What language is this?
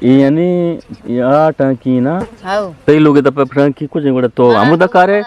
Eastern Balochi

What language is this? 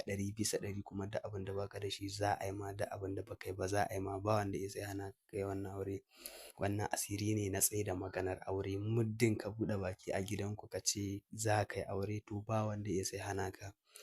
Hausa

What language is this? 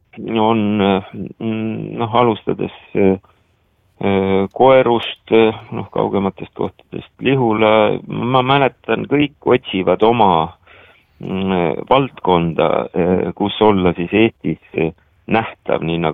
Estonian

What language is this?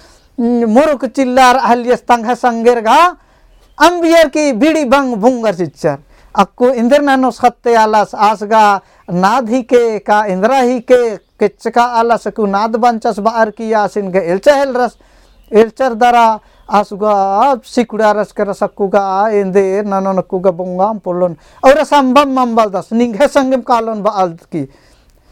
Kurukh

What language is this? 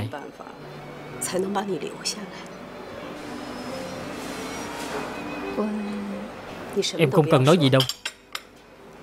Vietnamese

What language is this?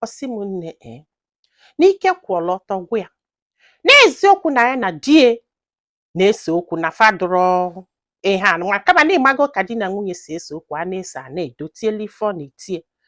Igbo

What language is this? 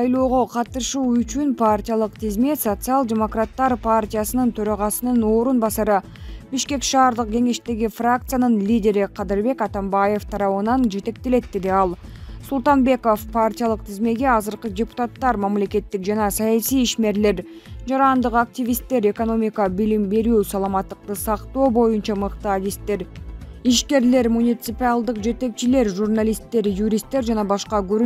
Kyrgyz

